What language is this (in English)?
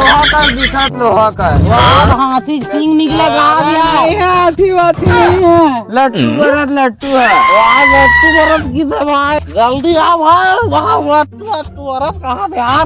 Chhattisgarhi